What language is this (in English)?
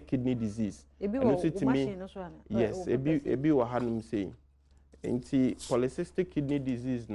Akan